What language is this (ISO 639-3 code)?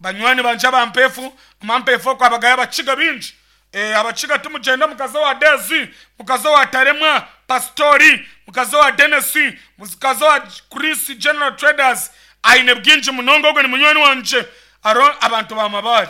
nyn